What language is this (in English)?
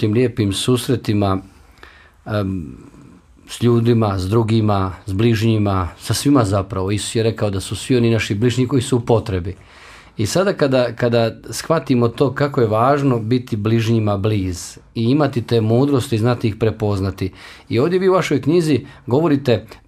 Bosnian